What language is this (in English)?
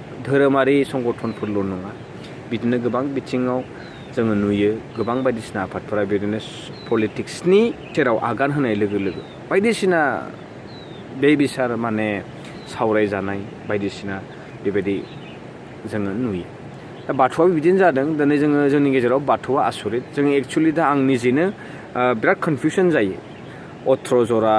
Bodo